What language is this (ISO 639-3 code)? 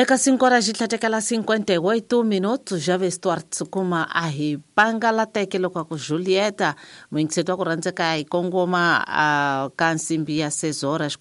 tso